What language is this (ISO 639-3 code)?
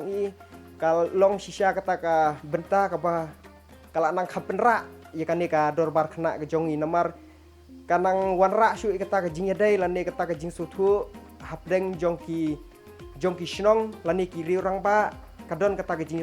kha